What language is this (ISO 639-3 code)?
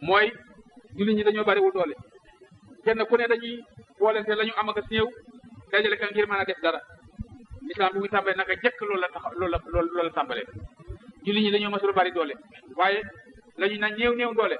wol